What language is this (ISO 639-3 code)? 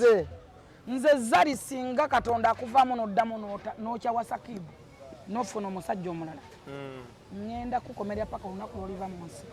lug